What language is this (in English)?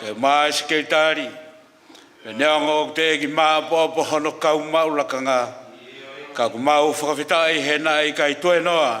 Tongan